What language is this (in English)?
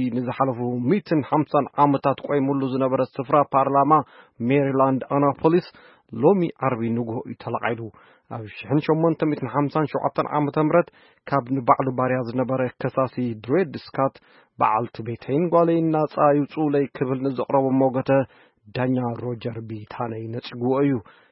Tigrinya